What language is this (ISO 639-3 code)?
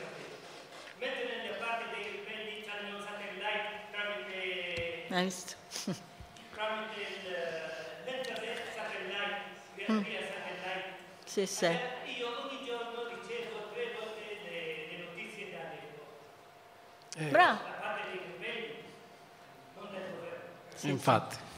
ita